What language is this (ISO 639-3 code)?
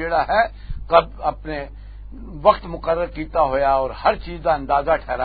lah